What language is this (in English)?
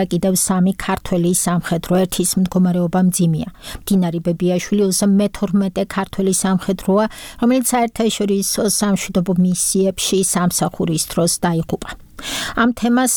Georgian